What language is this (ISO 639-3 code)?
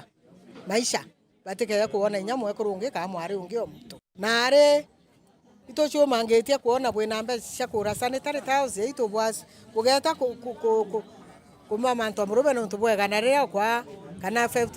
mer